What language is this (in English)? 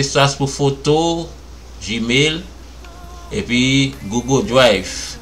Haitian Creole